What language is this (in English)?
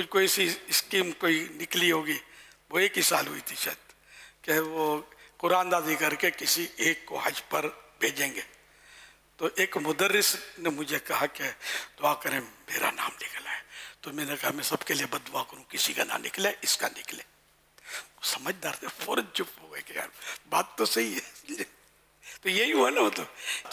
Urdu